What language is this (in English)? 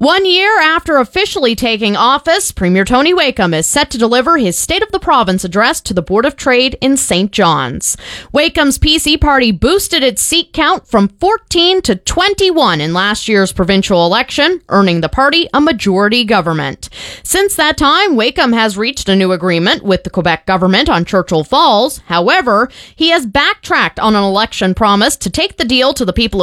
English